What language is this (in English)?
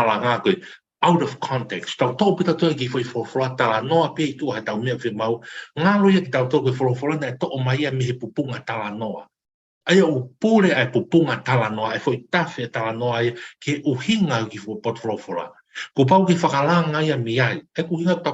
Tongan